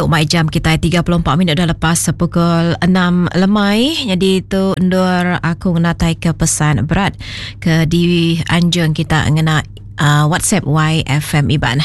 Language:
Iban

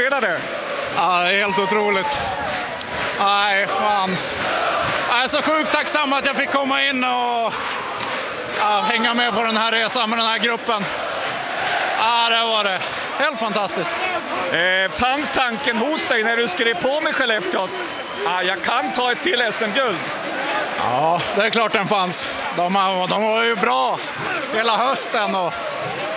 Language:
Swedish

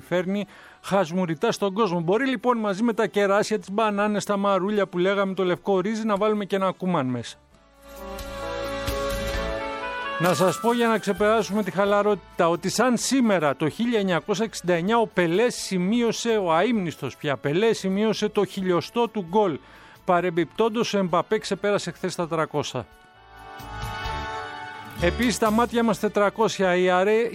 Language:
Greek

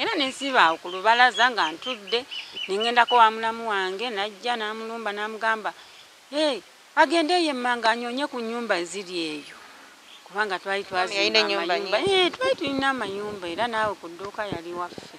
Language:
Ganda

